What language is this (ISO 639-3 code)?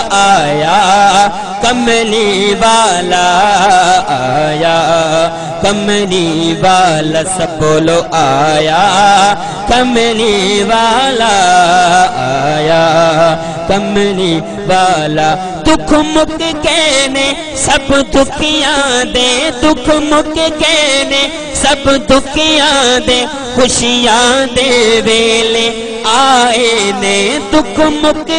skr